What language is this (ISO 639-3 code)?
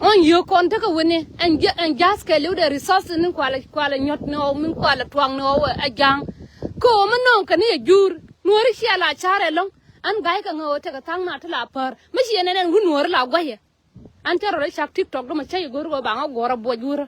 nus